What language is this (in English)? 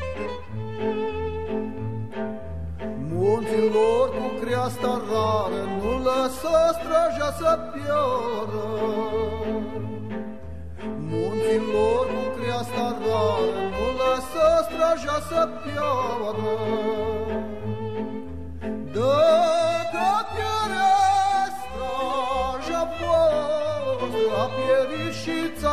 Romanian